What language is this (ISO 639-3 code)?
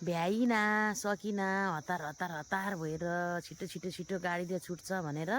nep